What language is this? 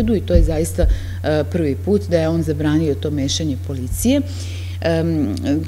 Serbian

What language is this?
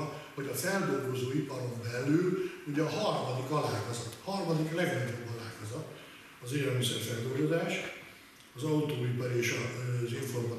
Hungarian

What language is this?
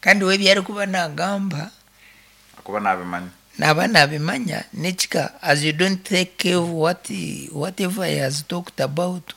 Nyoro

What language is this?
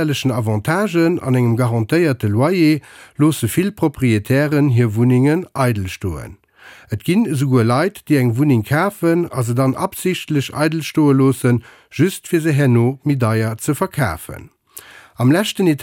Luxembourgish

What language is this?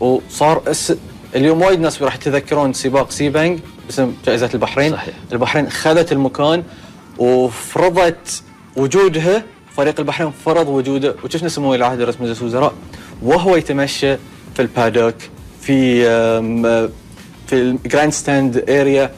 Gulf Arabic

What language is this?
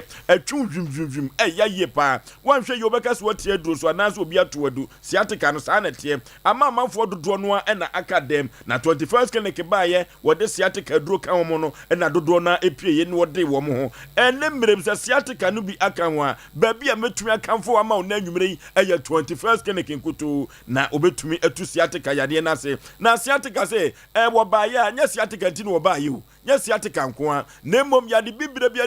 Akan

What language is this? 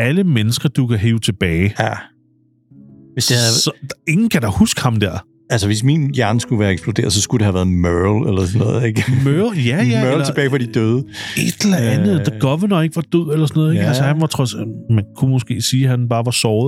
Danish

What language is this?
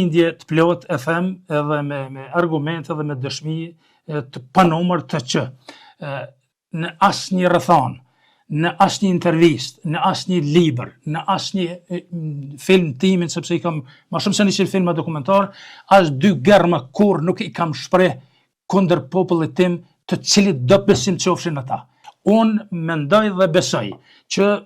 Albanian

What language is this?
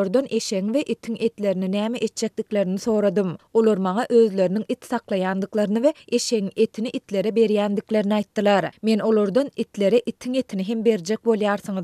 Turkmen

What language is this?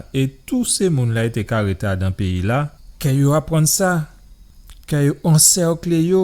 Guadeloupean Creole French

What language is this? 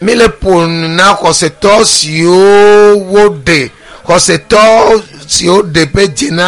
Ewe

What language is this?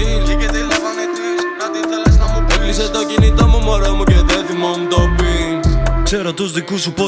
Greek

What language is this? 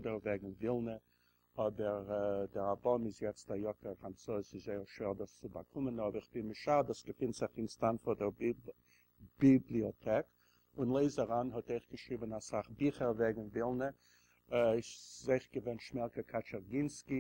Yiddish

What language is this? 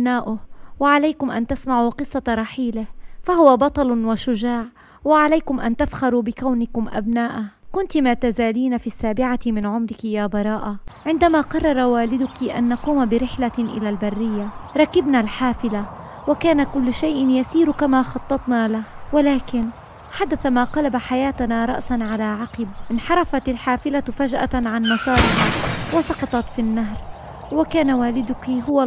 Arabic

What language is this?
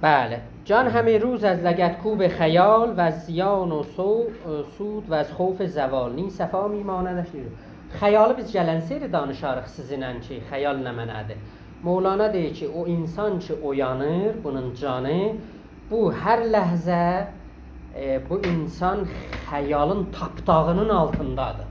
South Azerbaijani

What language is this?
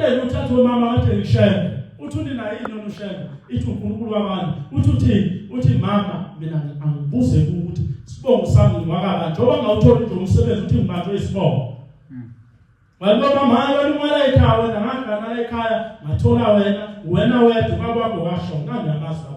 Zulu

